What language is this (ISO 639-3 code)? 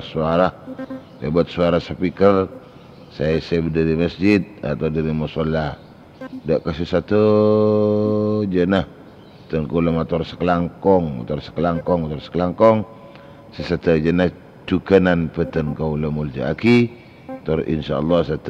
mad